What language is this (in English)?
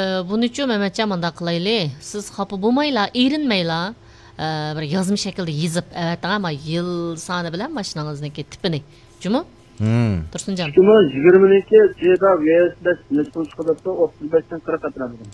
Uyghur